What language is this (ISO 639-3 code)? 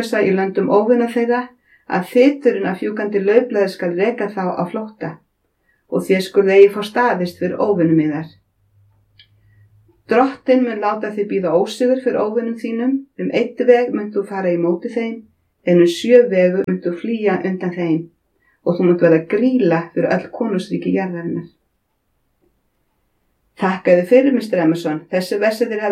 isl